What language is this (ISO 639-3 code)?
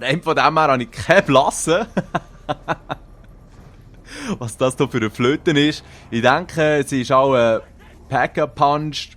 gsw